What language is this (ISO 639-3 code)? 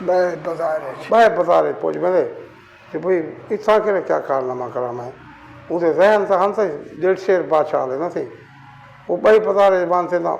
skr